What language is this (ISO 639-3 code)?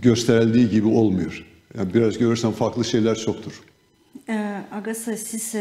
gag